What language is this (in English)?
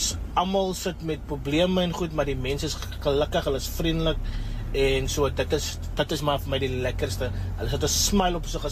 Afrikaans